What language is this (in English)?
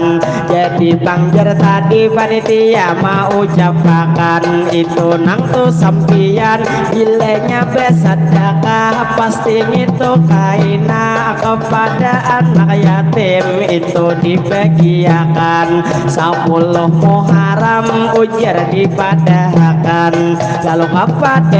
Banjar